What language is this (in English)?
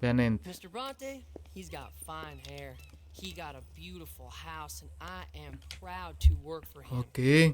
Baluchi